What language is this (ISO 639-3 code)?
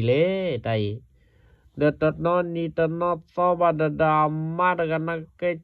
ksw